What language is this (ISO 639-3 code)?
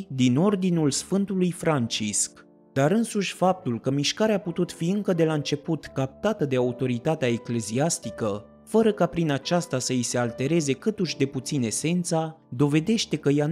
ron